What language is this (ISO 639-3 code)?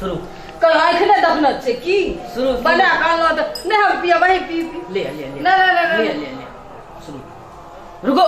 mai